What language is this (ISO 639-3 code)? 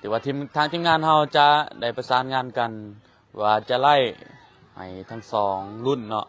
lao